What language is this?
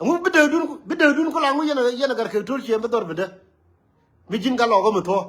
Nuer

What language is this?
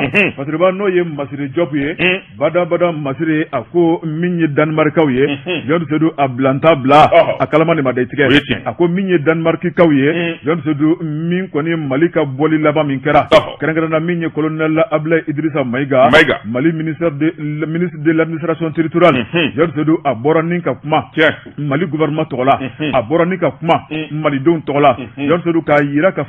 Bambara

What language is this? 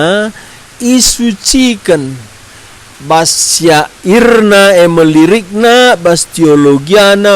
Batak Karo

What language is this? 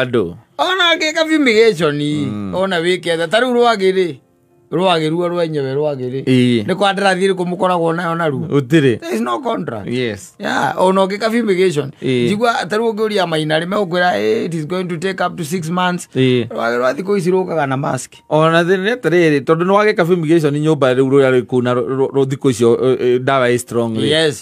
Kikuyu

